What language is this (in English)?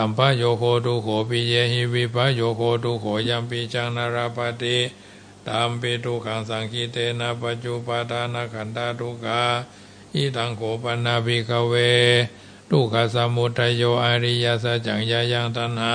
Pali